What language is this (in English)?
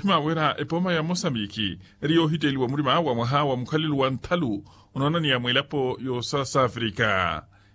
Makhuwa